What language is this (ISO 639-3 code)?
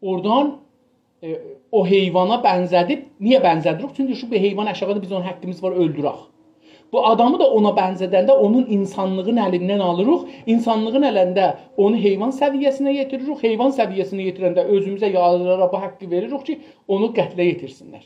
azb